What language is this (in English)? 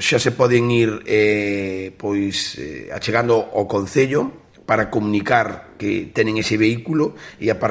Galician